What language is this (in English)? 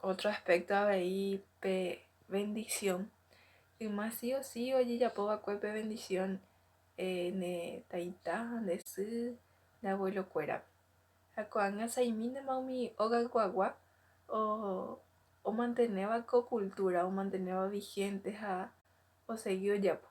Guarani